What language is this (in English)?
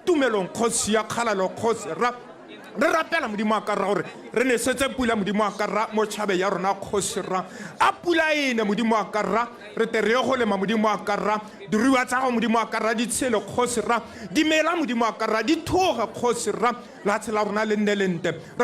Tswana